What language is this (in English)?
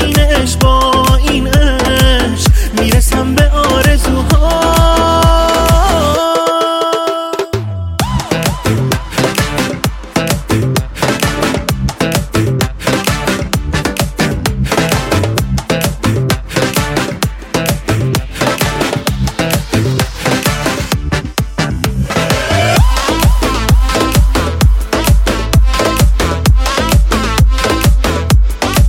Persian